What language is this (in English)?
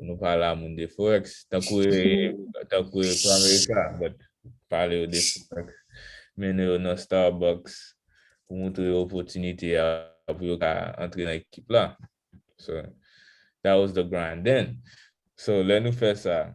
Haitian Creole